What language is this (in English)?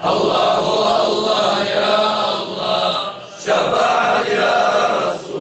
Kumyk